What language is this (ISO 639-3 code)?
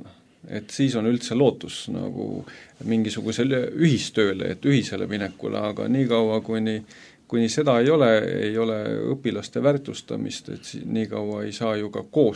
est